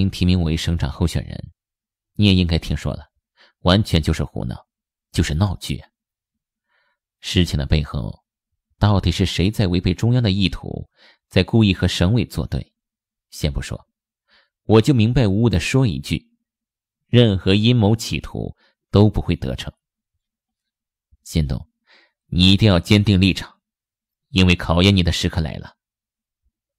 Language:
Chinese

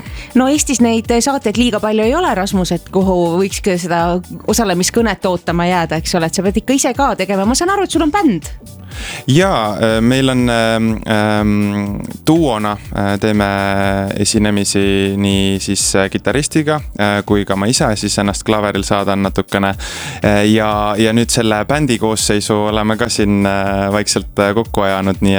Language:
Estonian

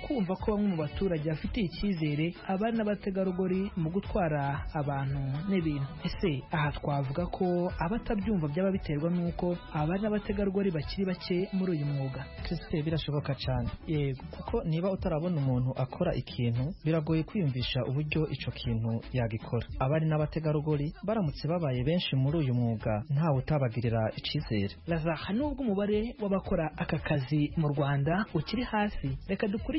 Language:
Kinyarwanda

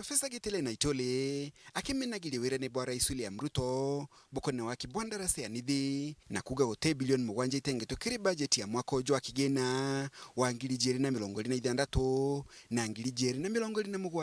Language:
Meru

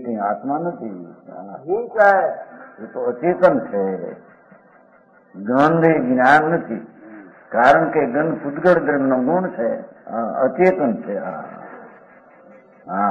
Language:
Gujarati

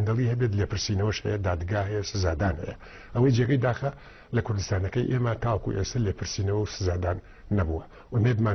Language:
Central Kurdish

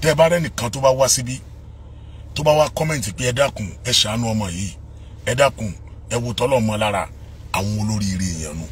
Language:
Yoruba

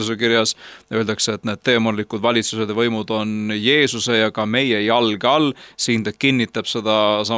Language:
Estonian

